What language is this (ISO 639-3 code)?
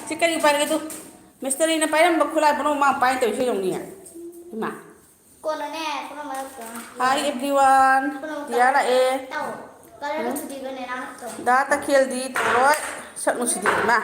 mni